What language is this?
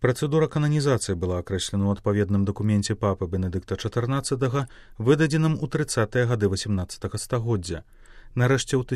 Belarusian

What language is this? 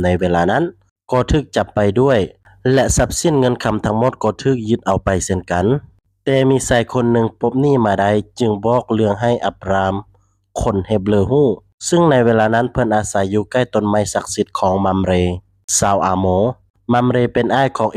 Lao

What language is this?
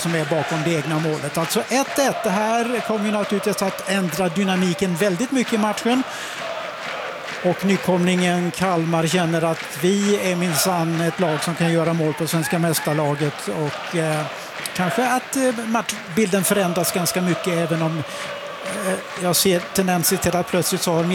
Swedish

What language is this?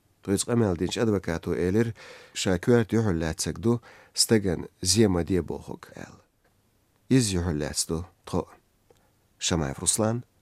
Chechen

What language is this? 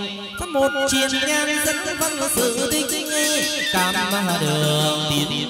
Vietnamese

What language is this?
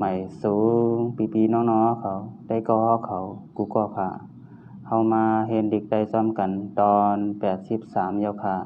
Shan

